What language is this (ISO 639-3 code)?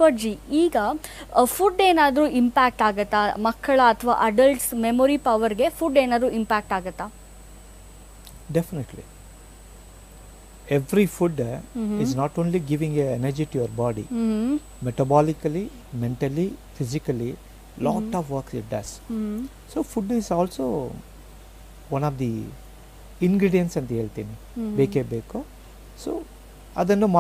kan